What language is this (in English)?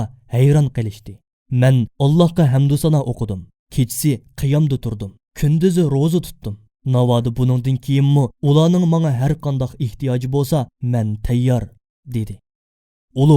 Uyghur